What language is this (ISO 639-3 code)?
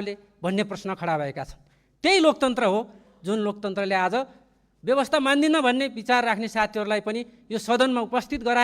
nep